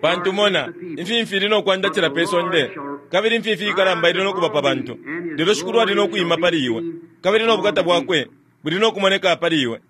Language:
Bemba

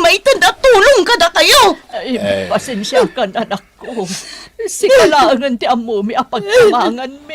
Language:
Iloko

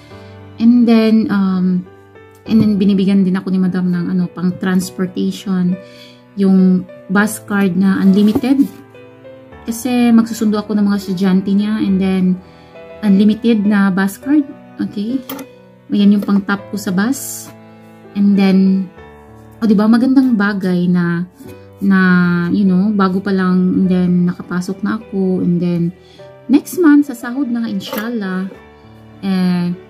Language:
Filipino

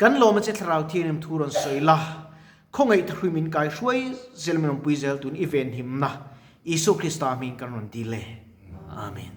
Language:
Mizo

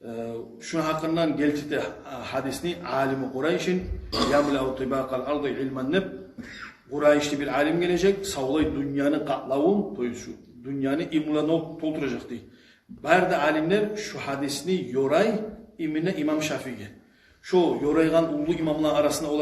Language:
Kumyk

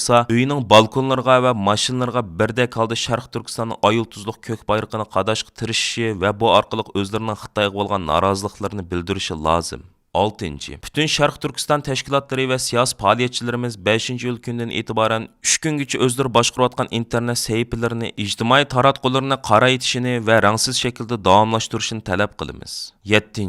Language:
Uyghur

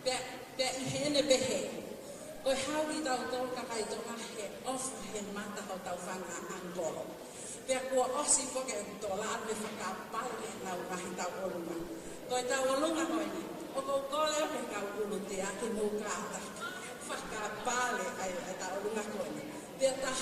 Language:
Tongan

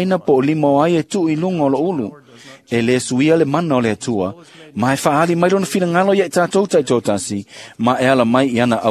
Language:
Samoan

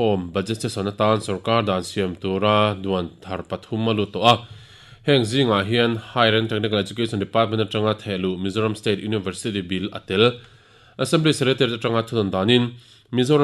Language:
Mizo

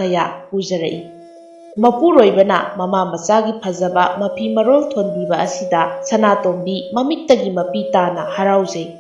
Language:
Manipuri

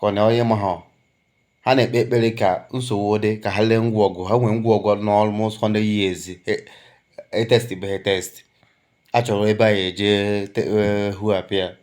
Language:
Igbo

